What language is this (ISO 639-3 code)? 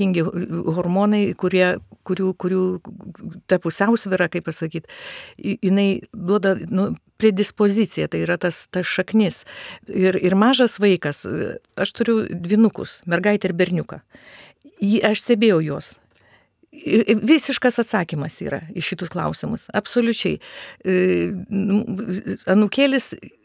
lit